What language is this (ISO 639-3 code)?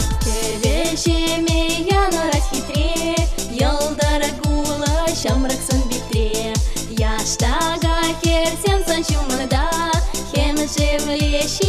chv